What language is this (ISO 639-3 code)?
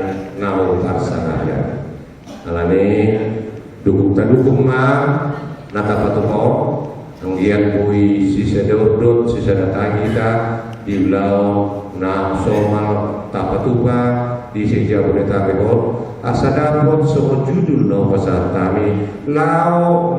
bbc